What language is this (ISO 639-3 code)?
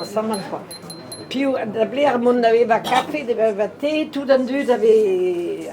bre